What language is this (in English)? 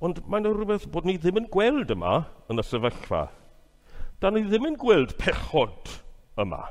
Welsh